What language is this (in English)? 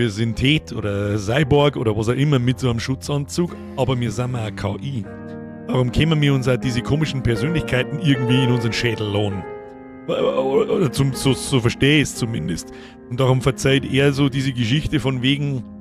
Bavarian